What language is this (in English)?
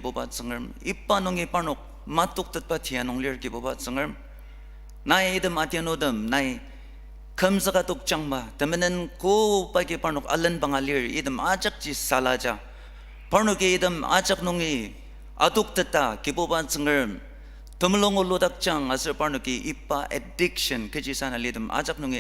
Ao Naga